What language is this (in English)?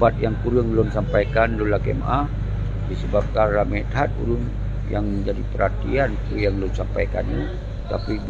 Achinese